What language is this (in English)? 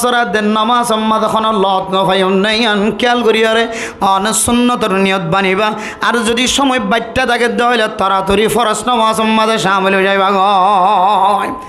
Rohingya